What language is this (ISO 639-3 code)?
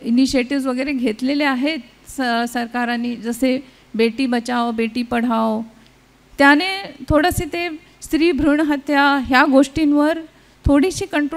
mar